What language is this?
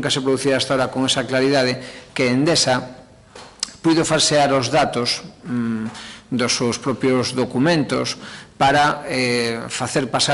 Galician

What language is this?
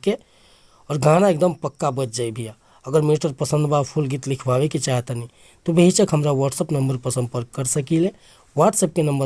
Bhojpuri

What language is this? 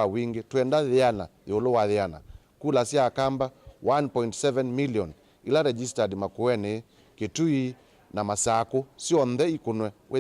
Kamba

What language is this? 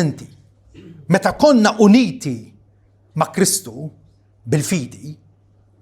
Maltese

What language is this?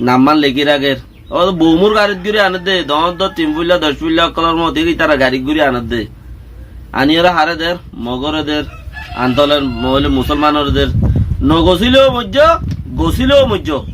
Rohingya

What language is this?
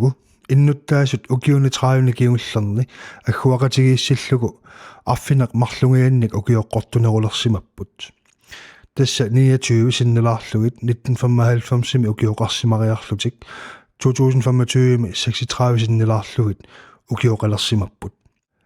Kalaallisut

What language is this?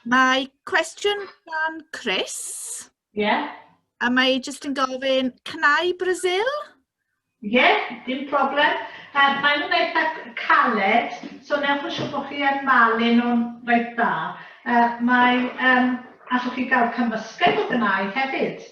Welsh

